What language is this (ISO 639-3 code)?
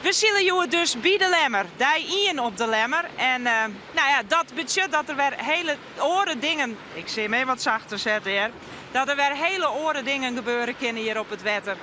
fry